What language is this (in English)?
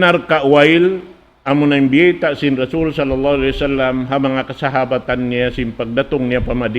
Tausug